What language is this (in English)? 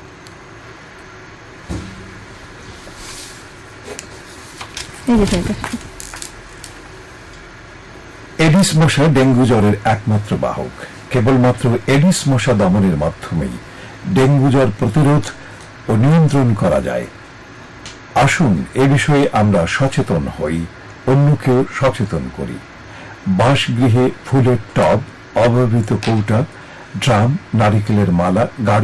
Bangla